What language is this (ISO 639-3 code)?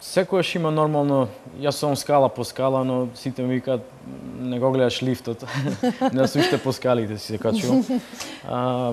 mkd